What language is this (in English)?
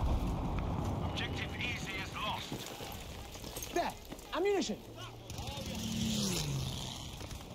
English